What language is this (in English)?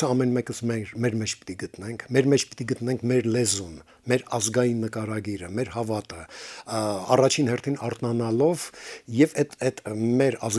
Armenian